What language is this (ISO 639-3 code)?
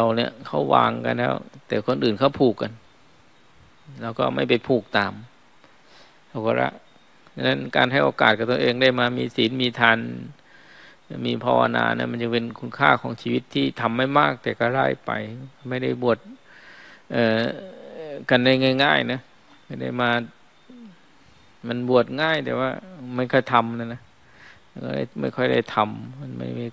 tha